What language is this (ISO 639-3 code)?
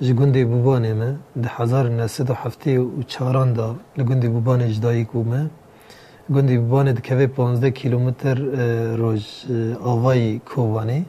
kur